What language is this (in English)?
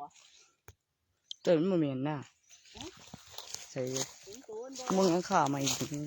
Northeastern Thai